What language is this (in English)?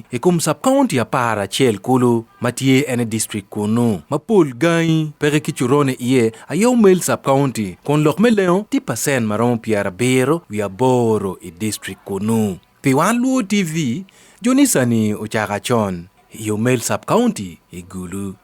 Acoli